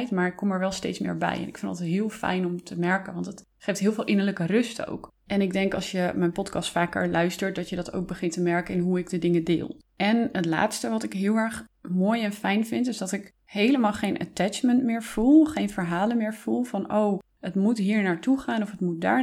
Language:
Dutch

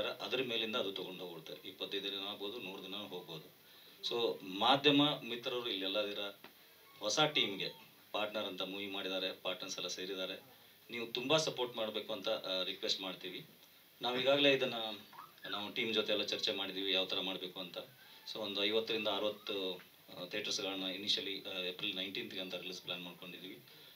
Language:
Kannada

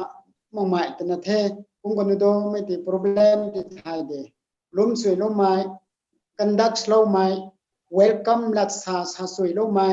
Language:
Rongmei Naga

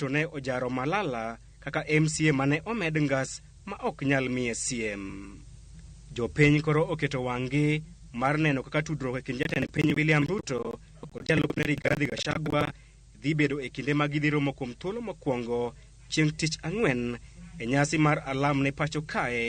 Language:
Luo (Kenya and Tanzania)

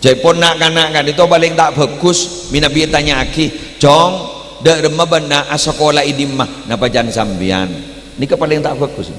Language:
Madurese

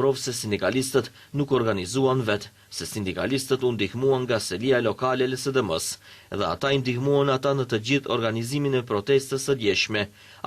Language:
Albanian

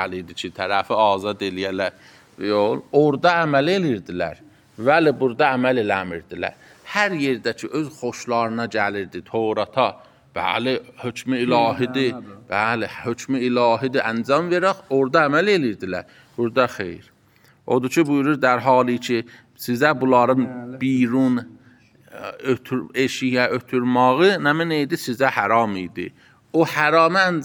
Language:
Azerbaijani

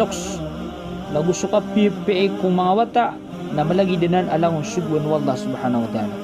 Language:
Maranao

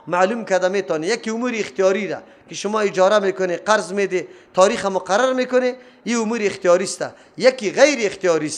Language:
Persian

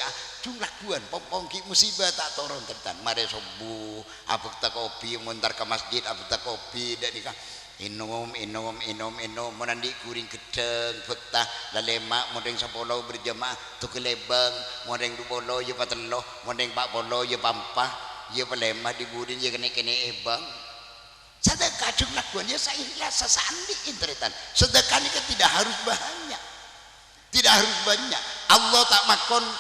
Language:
Madurese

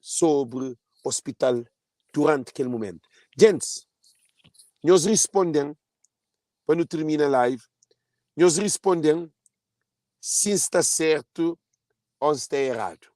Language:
Kabuverdianu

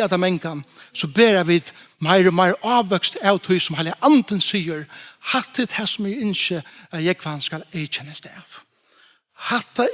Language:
Faroese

